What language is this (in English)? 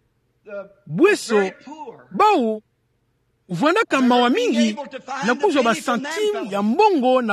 Kituba (Democratic Republic of Congo)